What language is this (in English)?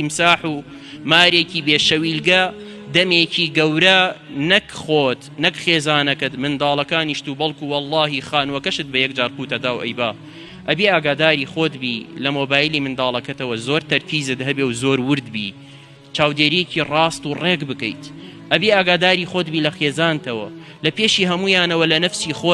Central Kurdish